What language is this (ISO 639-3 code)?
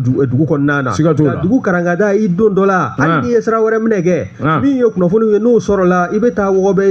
bam